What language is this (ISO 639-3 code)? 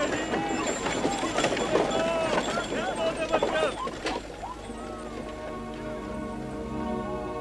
bul